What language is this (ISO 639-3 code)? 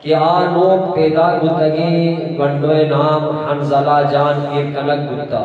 bgp